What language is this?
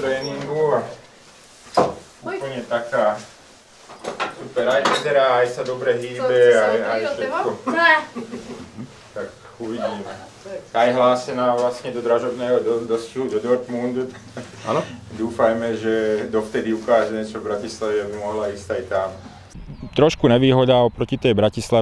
Slovak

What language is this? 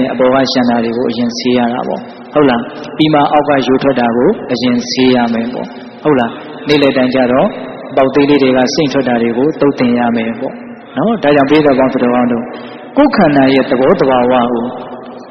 Burmese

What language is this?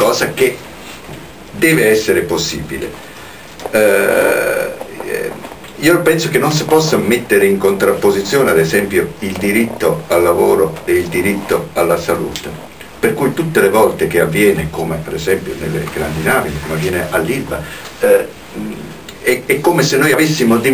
Italian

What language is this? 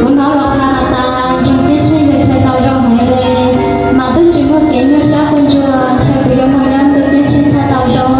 Hmong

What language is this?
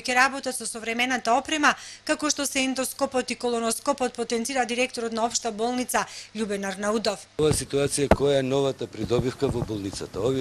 Macedonian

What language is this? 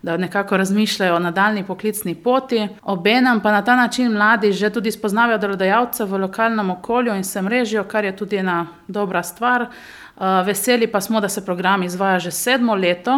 Slovenian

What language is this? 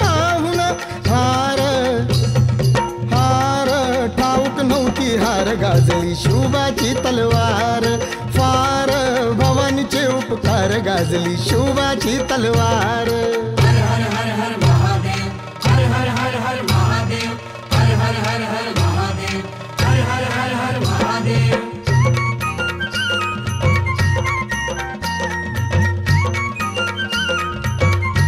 Marathi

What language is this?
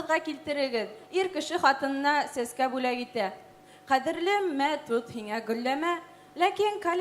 Bashkir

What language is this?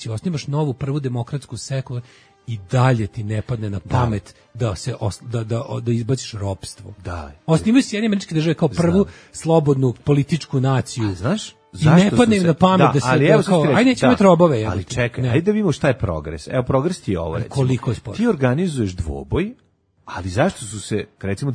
Serbian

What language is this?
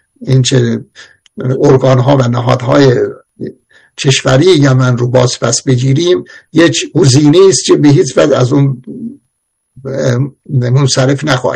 Persian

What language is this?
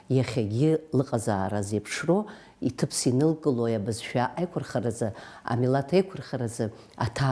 Abkhazian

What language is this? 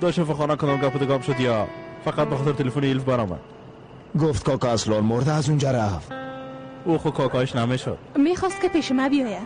Persian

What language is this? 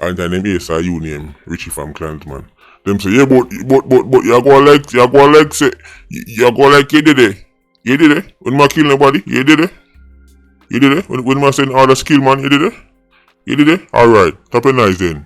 Jamaican Creole English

